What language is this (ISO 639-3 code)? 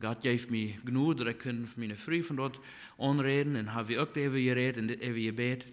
pdt